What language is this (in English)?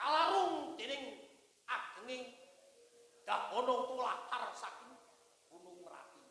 Javanese